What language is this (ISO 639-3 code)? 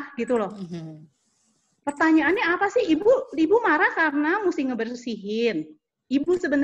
ind